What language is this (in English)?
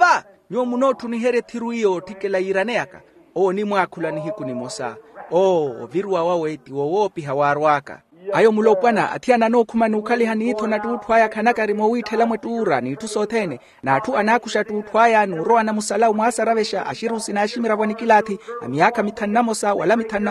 Makhuwa